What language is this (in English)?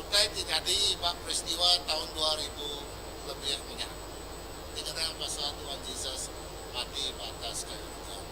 Iban